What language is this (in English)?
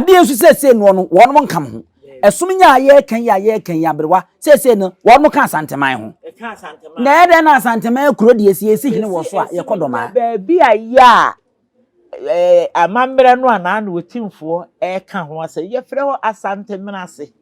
Akan